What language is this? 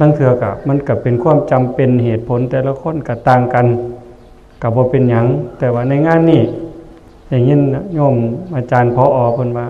Northeastern Thai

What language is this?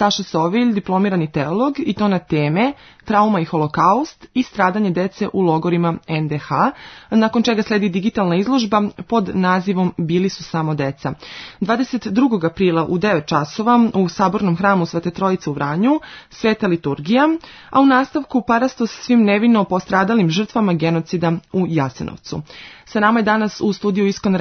Serbian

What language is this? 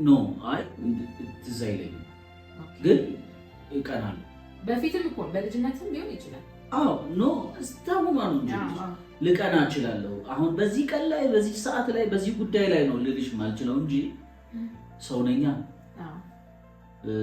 Amharic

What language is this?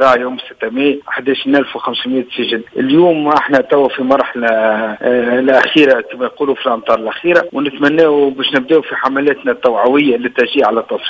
Tunisian Arabic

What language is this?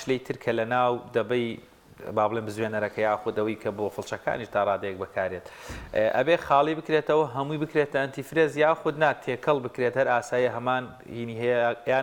Central Kurdish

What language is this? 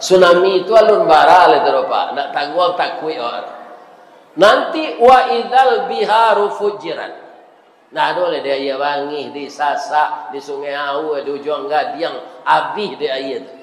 Minangkabau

